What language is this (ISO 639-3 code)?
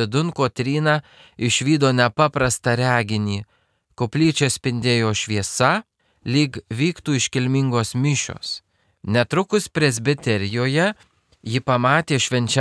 lit